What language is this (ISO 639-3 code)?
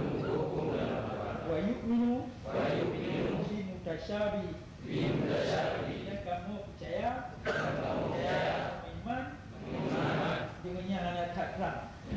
ace